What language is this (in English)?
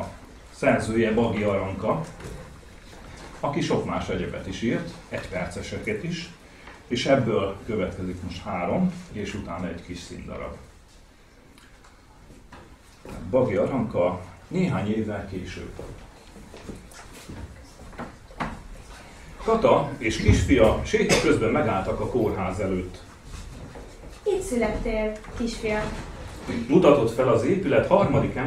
Hungarian